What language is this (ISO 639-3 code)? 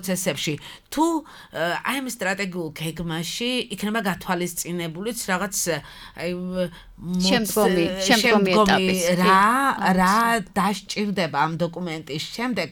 kat